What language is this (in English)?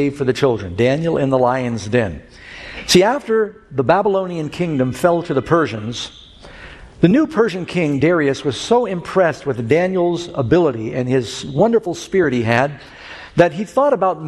English